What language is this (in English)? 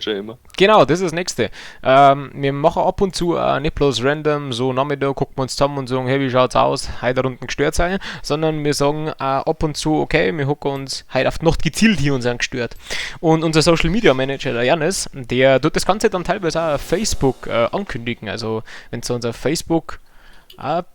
Bavarian